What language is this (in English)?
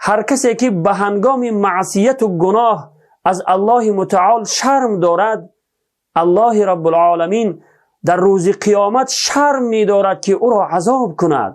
Tajik